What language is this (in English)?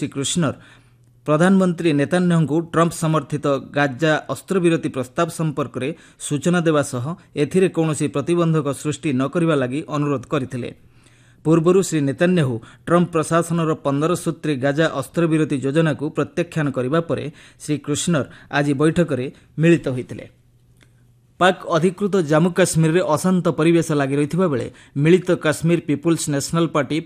Odia